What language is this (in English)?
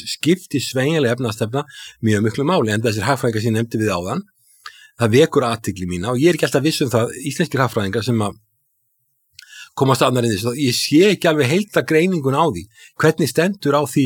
Icelandic